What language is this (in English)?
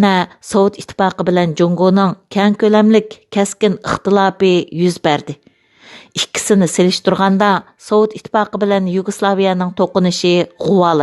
Uyghur